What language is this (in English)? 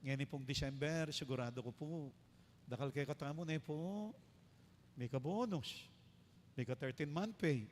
Pampanga